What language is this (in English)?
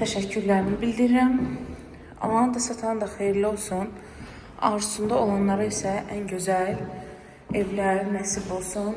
Azerbaijani